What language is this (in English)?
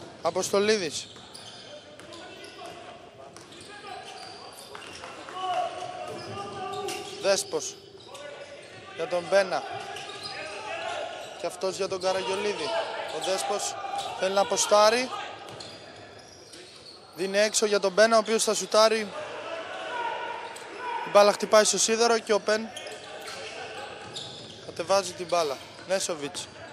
Greek